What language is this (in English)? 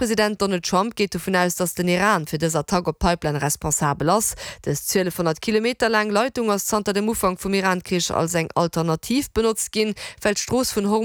Luxembourgish